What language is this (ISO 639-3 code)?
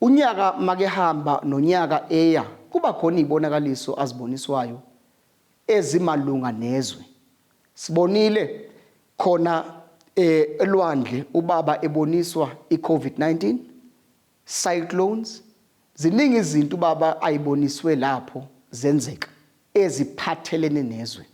zul